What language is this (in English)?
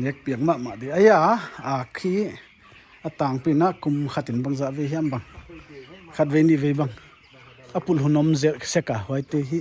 Paite Chin